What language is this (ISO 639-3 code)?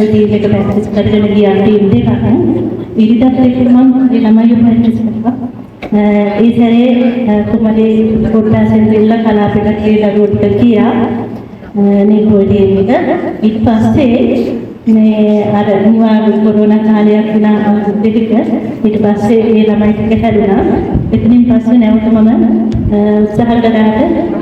sin